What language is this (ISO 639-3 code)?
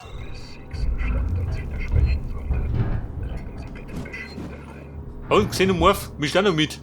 bar